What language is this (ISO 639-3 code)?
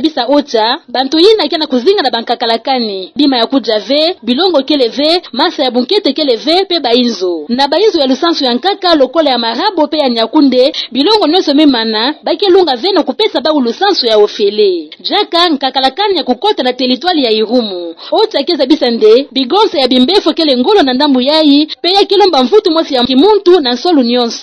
ktu